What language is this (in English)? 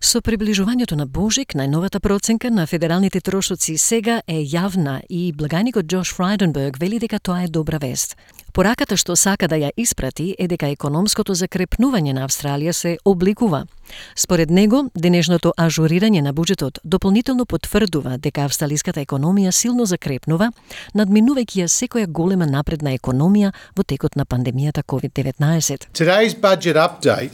Macedonian